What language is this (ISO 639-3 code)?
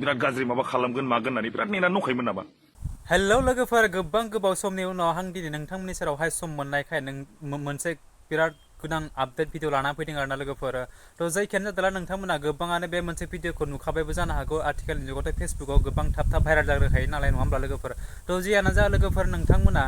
brx